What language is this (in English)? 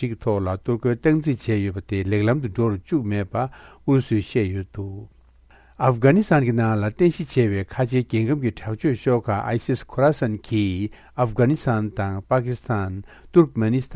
Tibetan